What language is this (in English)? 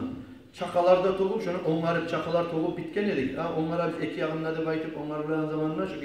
Kumyk